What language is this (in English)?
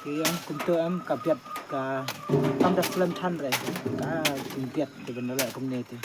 Khasi